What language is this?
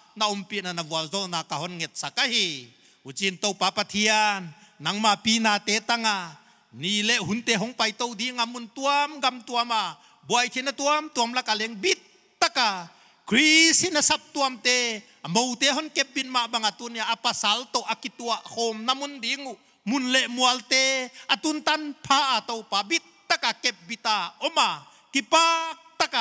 Paite Chin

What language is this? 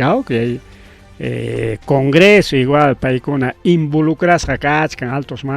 Ayacucho Quechua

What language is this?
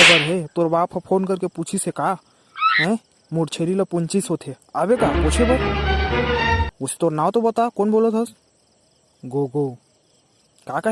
Chhattisgarhi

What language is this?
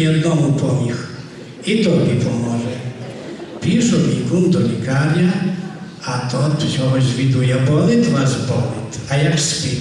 Rusyn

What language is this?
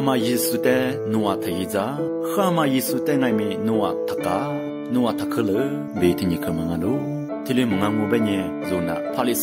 Lisu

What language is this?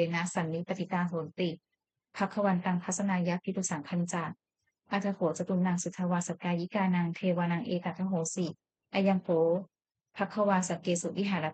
Pali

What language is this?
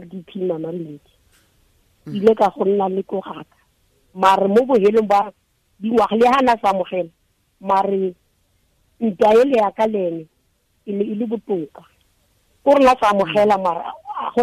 Tswana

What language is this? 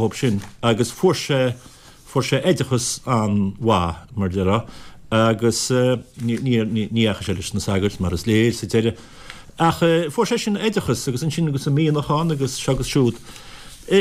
Irish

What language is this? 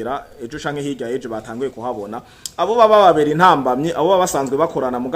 Rundi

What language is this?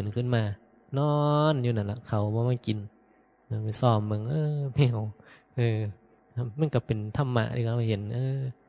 Northeastern Thai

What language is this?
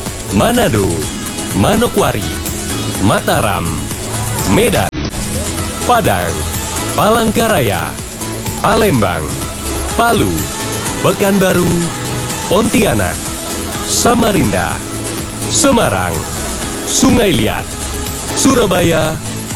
Indonesian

